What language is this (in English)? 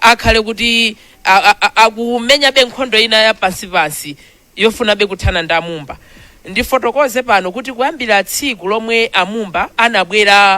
Nyanja